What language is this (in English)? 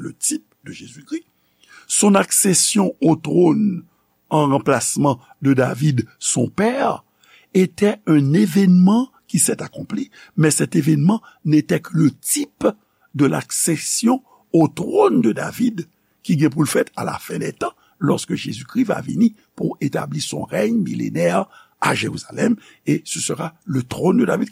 Haitian Creole